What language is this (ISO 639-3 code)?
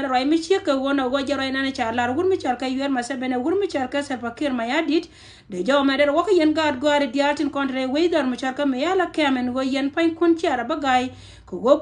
nus